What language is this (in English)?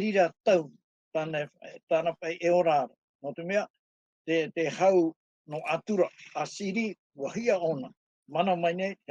Tahitian